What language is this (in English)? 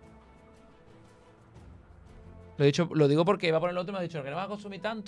Spanish